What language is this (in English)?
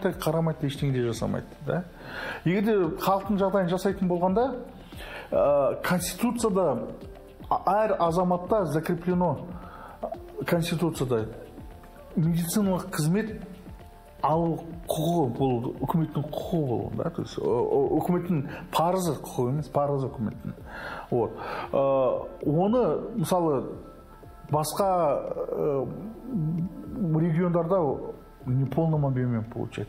Kazakh